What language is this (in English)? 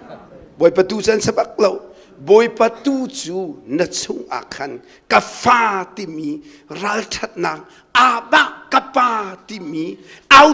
Hakha Chin